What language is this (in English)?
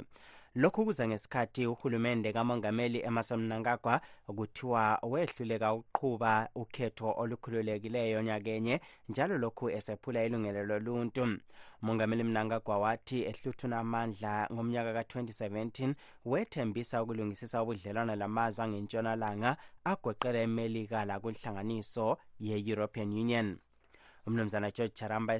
North Ndebele